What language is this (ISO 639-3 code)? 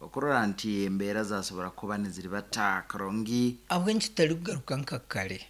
nyn